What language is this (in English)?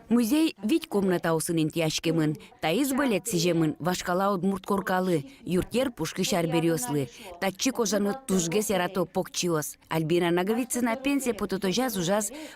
Udmurt